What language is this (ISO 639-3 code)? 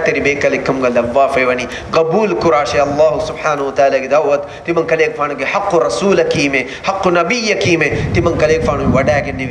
div